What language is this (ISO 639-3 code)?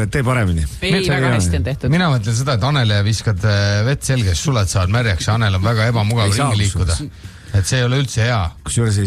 est